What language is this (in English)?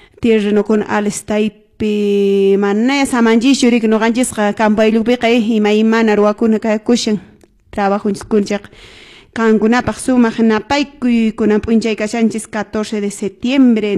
Quechua